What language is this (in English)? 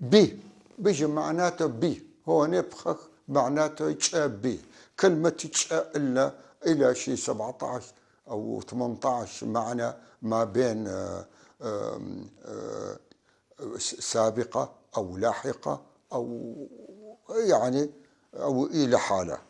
North Levantine Arabic